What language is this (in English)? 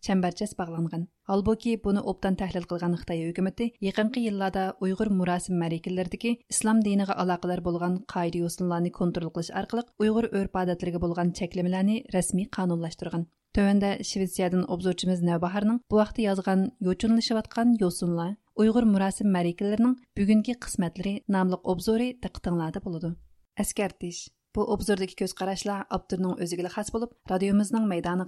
Uyghur